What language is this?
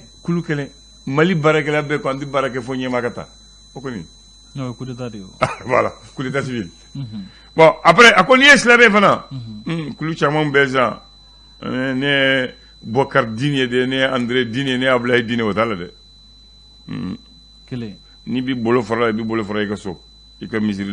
Bambara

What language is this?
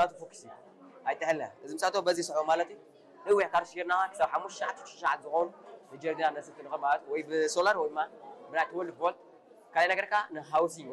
Tigrinya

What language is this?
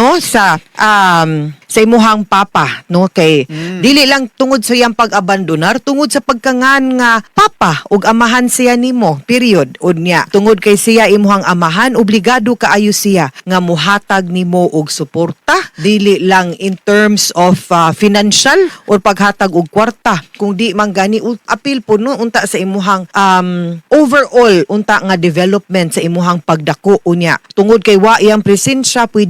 Cebuano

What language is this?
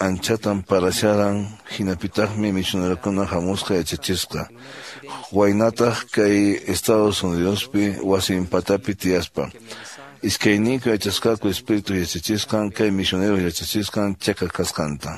Quechua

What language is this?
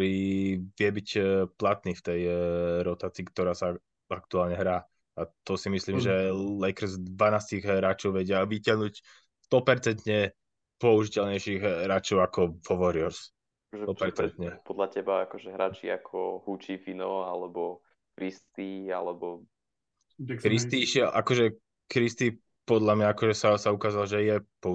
Slovak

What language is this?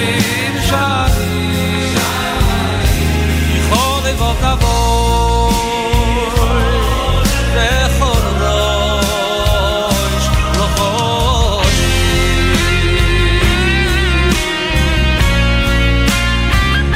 Hebrew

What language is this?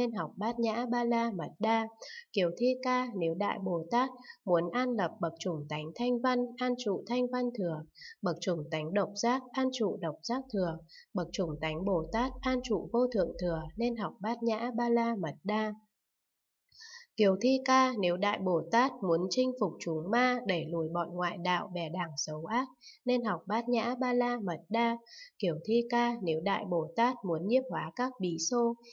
Vietnamese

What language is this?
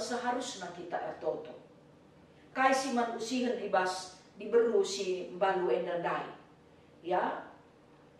Batak Karo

